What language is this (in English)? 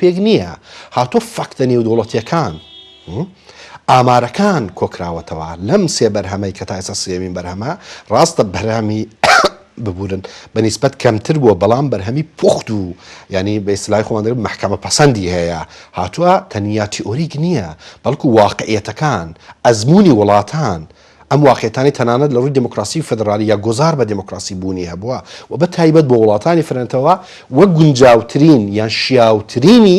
Central Kurdish